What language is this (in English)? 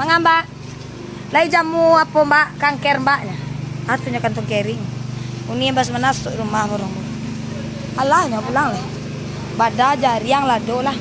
Minangkabau